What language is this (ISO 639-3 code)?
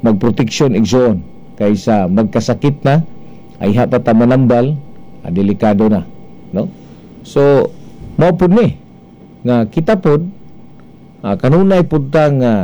ceb